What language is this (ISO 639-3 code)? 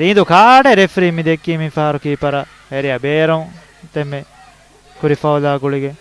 div